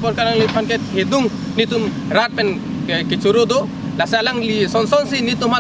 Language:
Karbi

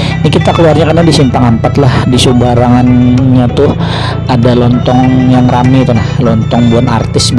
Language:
Banjar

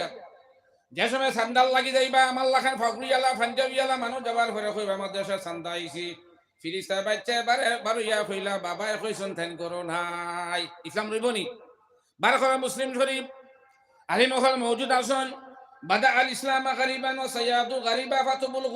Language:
Sylheti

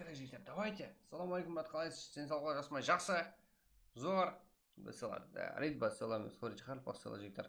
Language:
Kara-Kalpak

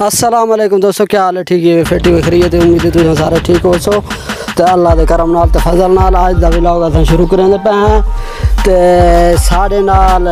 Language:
Saraiki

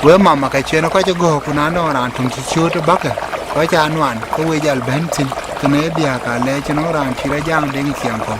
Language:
Dinka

